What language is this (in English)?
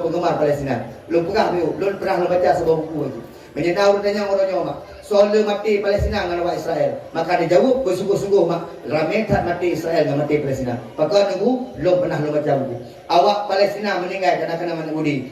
Achinese